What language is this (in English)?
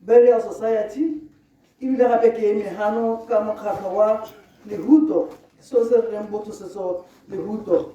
Tswana